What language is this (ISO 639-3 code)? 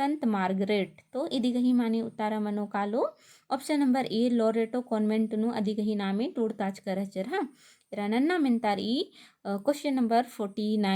kru